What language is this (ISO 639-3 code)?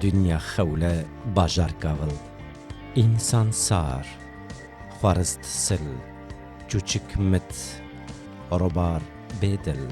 kur